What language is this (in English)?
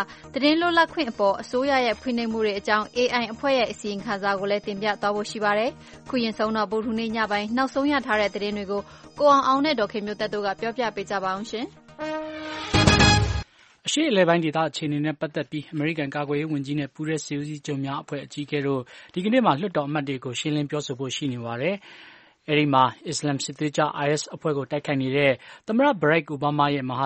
Burmese